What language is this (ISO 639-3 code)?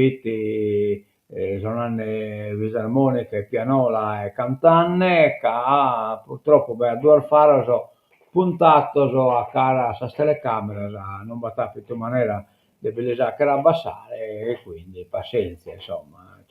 srd